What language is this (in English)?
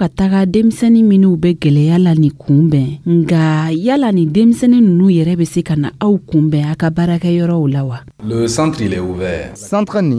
Dyula